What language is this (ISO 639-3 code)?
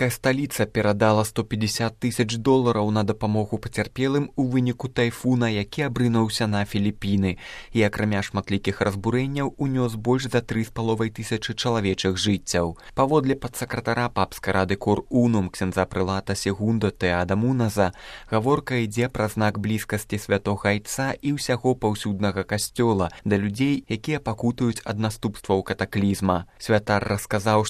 bel